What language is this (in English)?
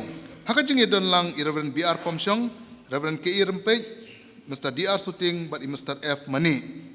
Khasi